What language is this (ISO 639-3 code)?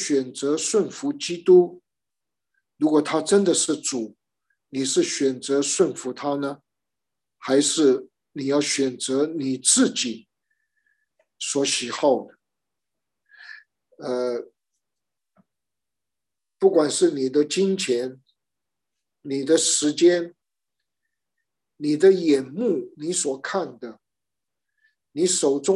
zho